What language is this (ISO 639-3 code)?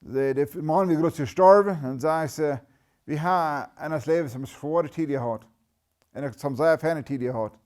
pdt